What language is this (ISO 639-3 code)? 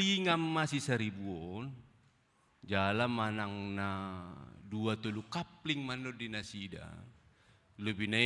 bbc